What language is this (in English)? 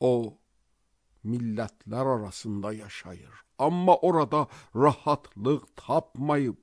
Azerbaijani